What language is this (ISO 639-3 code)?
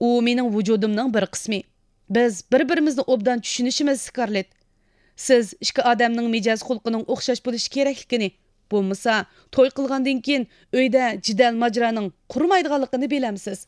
uig